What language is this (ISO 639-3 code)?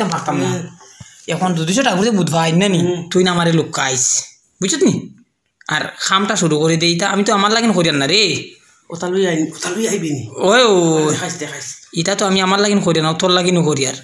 syl